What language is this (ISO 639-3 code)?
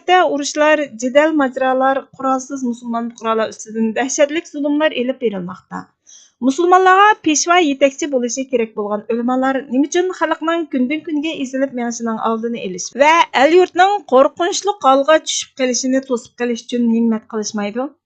uig